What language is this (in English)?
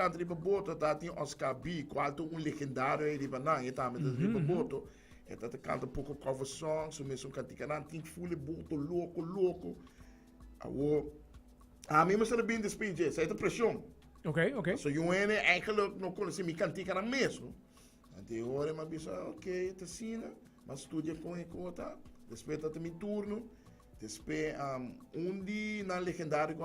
Papiamento